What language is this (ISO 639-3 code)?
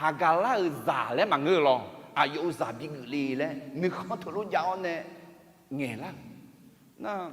ahk